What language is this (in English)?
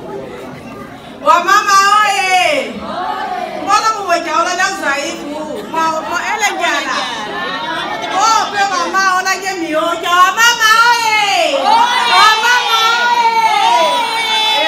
Swahili